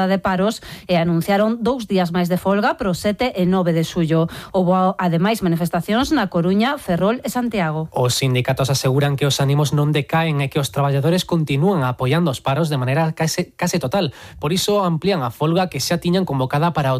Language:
Galician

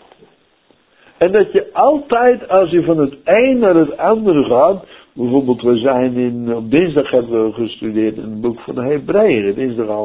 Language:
Dutch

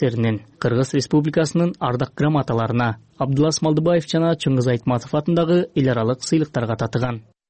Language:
Kyrgyz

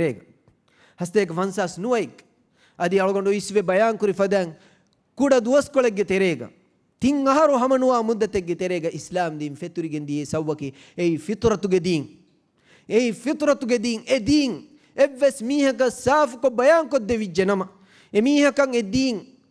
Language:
Divehi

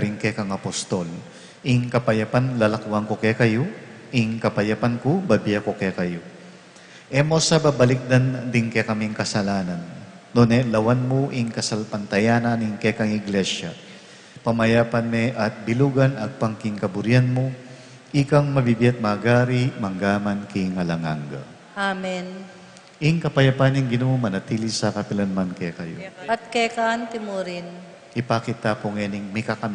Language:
Pampanga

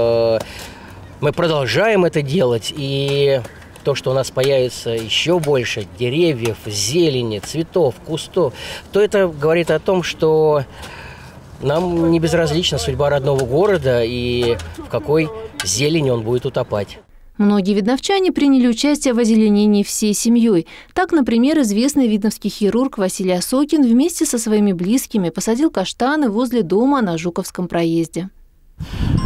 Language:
Russian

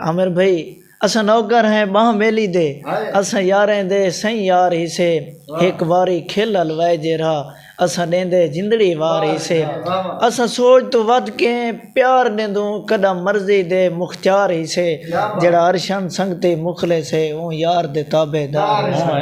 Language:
Saraiki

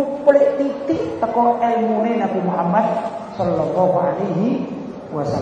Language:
Javanese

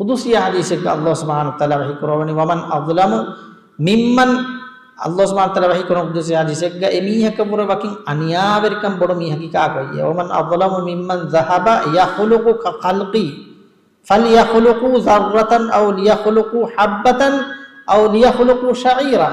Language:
Divehi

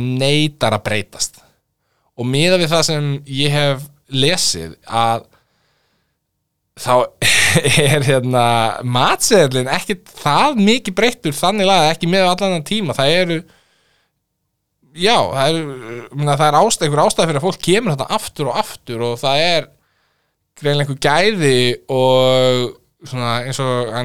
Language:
Icelandic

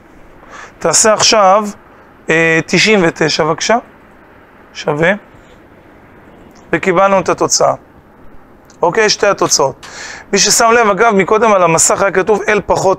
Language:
Hebrew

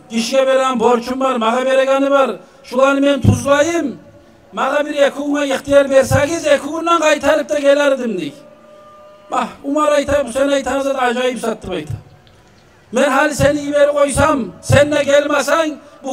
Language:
Kumyk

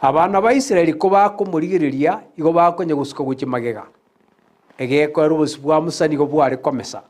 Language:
Gusii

